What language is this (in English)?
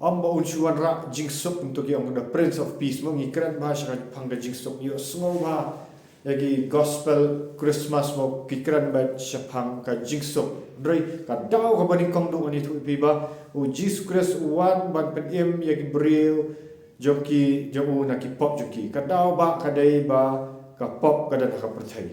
Khasi